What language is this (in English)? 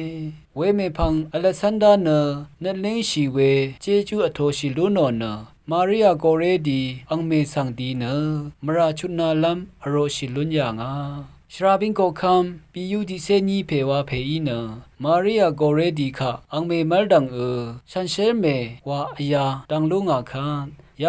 Rawang